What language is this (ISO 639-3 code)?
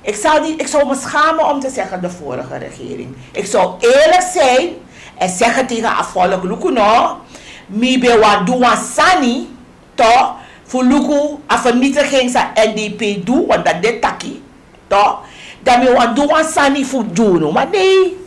srn